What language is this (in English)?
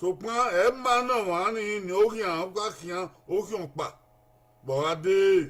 Bini